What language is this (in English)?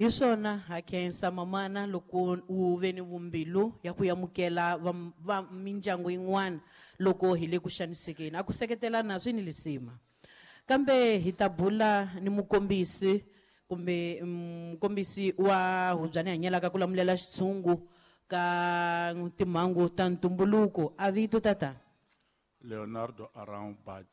Tsonga